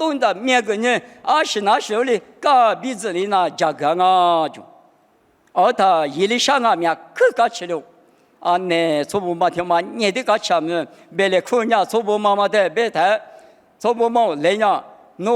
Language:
Lisu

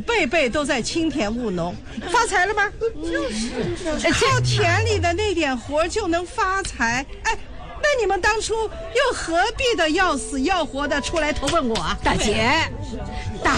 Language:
Chinese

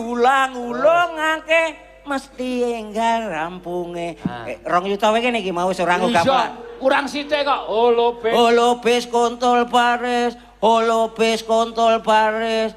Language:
Javanese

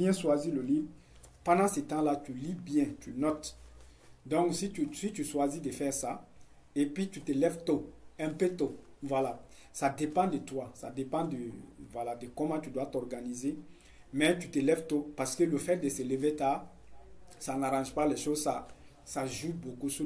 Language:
French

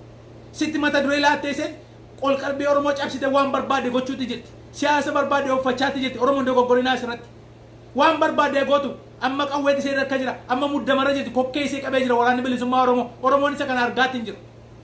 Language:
Oromo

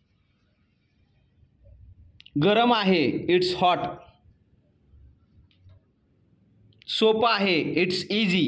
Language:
Marathi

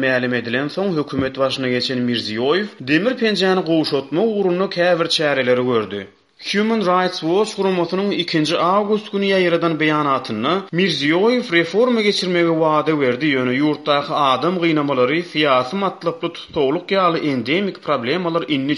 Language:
Turkmen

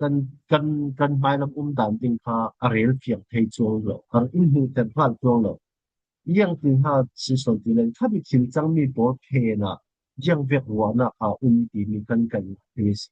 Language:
Falam Chin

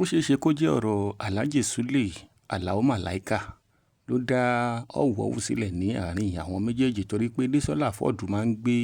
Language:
Yoruba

